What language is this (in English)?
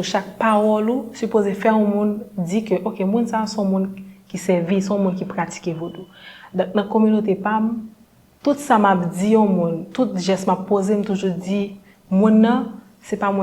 Haitian Creole